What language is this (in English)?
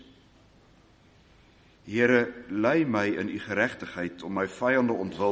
Afrikaans